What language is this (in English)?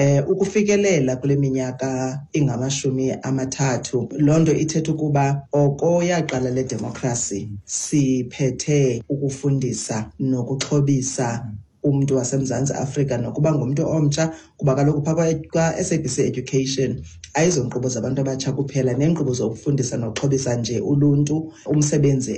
Xhosa